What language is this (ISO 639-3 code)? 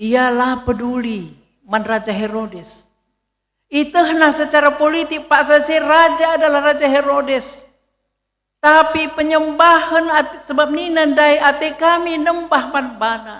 btx